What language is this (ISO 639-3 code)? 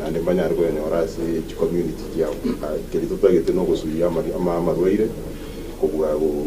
guz